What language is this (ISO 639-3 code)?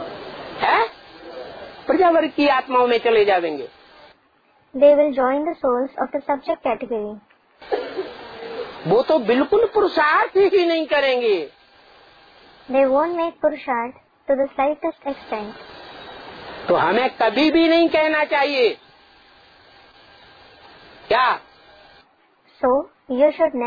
hin